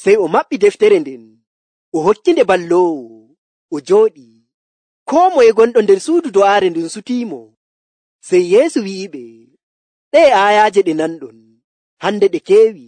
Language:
Nigerian Fulfulde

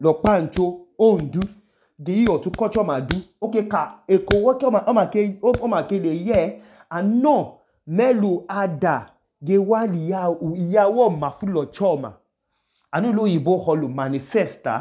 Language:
Idoma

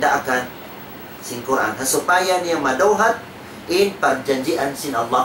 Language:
Tausug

